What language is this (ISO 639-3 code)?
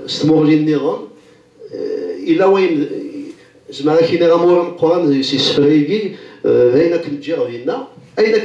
kab